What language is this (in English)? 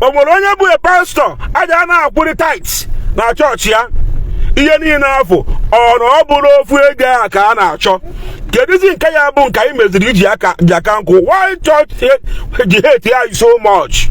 Igbo